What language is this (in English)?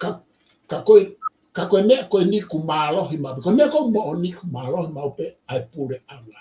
Tongan